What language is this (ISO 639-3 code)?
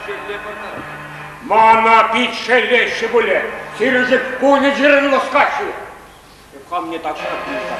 chv